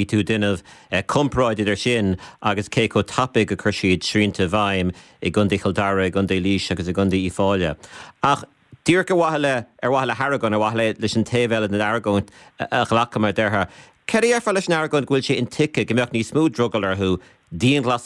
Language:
Irish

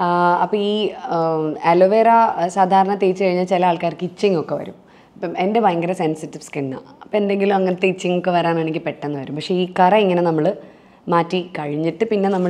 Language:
Malayalam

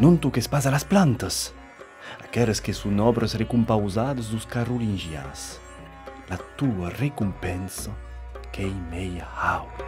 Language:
Occitan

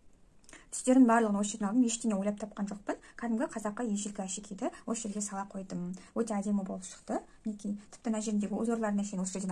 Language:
Kazakh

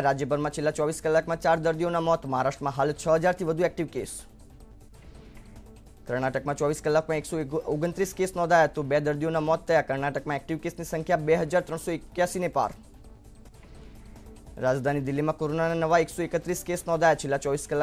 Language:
Gujarati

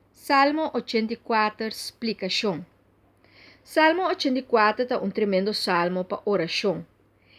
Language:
Papiamento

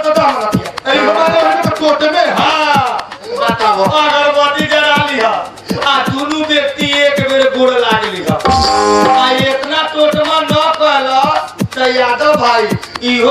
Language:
Bhojpuri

